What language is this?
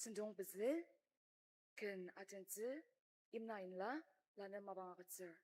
Ao Naga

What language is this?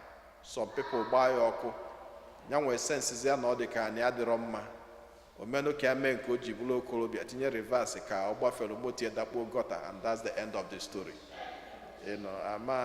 Igbo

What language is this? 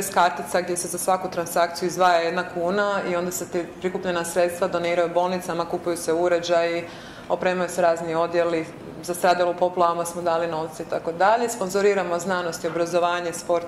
Croatian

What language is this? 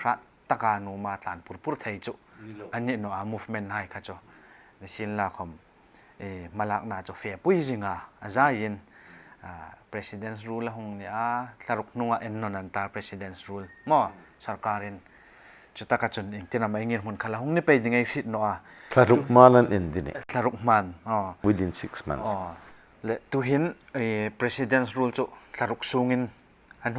Hmar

